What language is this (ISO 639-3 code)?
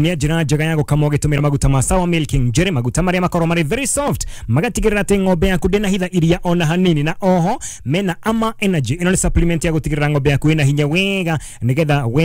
kik